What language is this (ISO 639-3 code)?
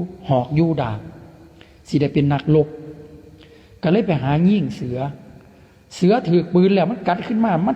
lao